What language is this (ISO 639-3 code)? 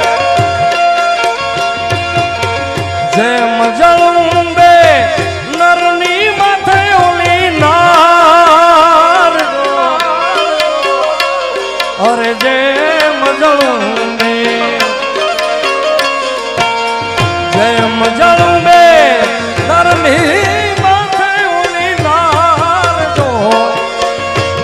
guj